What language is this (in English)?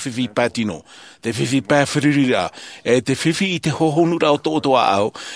Tahitian